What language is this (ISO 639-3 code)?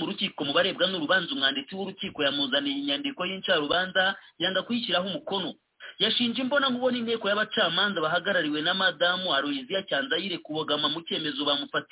kin